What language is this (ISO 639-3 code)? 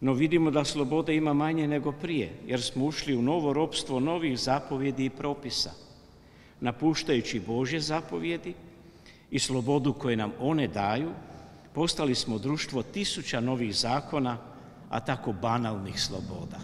hrv